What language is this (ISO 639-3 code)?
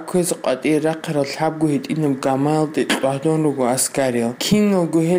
ava